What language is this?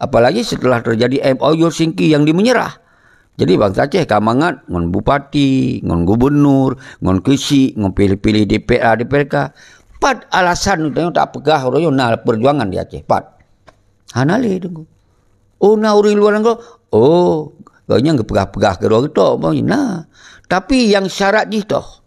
Achinese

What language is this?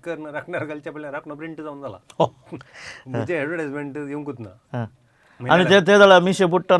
Konkani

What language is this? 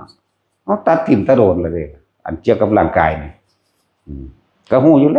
Northeastern Thai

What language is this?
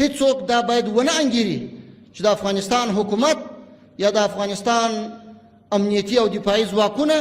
Pashto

